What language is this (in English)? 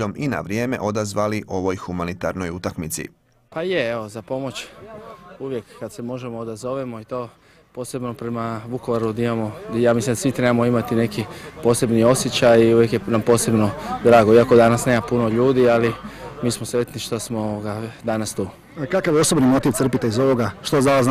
Croatian